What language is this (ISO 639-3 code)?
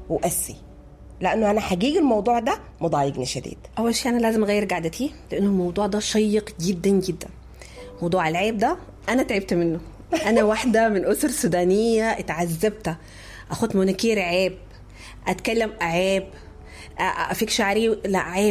apd